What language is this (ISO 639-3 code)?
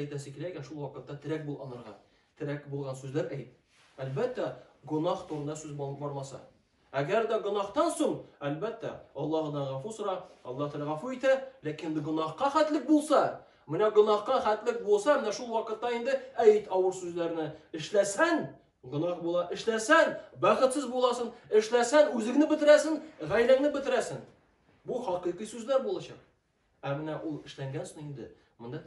tat